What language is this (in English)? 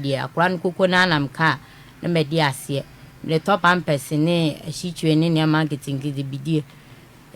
Akan